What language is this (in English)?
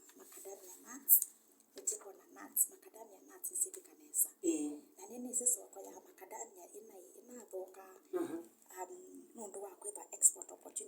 Kamba